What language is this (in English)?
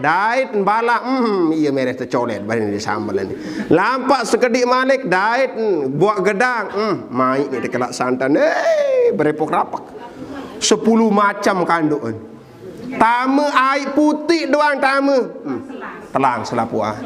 Sasak